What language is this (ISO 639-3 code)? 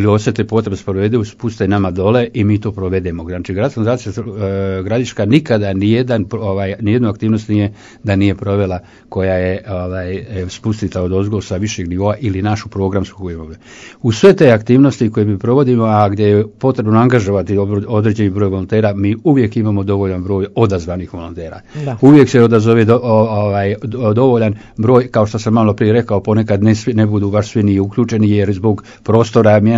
hrv